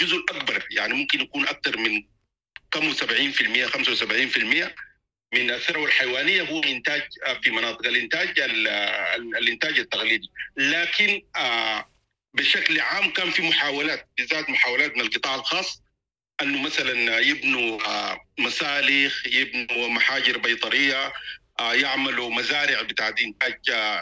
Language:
Sudanese Arabic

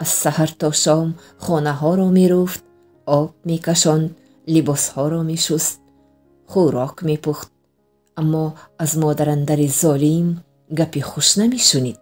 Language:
Tajik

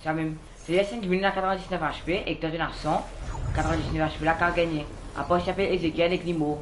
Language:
Morisyen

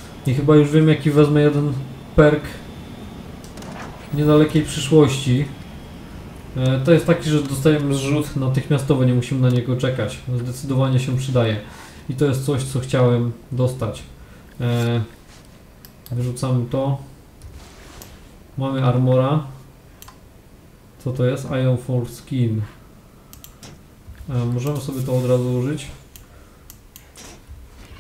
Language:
Polish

